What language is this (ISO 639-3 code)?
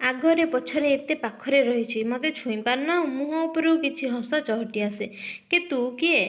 ori